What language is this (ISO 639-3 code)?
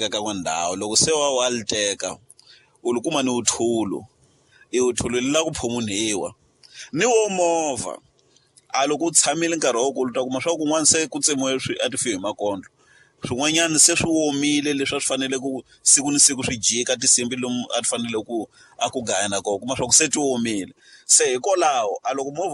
tso